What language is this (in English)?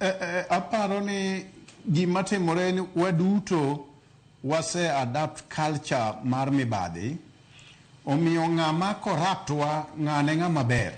Luo (Kenya and Tanzania)